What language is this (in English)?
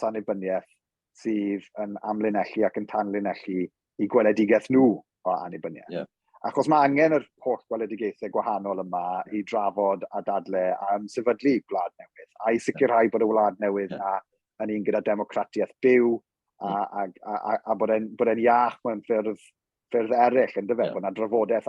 Welsh